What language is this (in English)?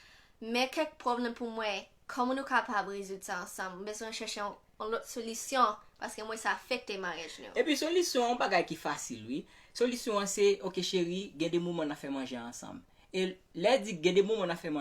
Haitian Creole